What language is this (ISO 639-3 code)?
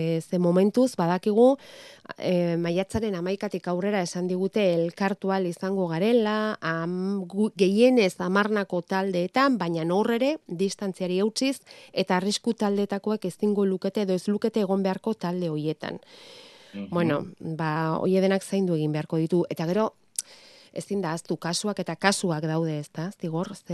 eus